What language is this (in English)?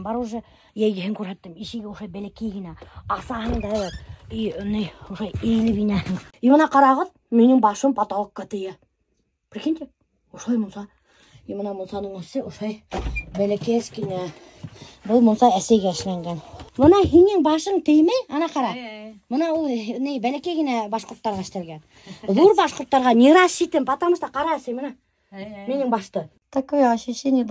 Bashkir